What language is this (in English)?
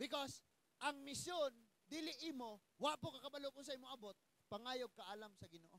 Cebuano